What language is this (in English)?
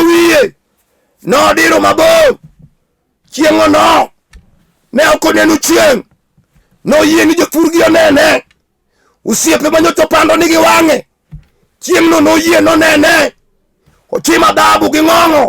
Luo (Kenya and Tanzania)